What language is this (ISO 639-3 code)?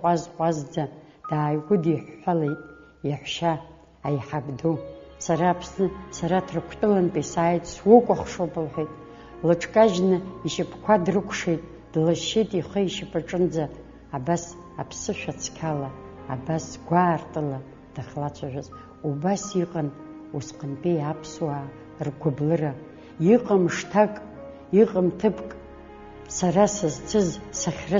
abk